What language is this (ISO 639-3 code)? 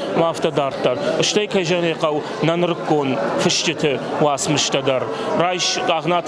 oss